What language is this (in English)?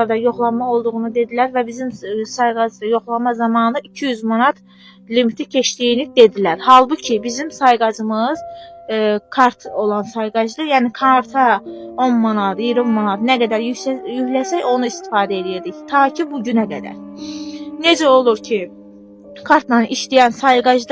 Azerbaijani